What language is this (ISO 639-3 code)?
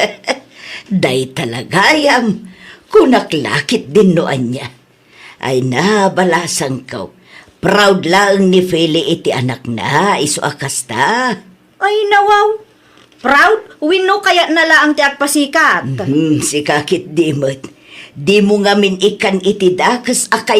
ilo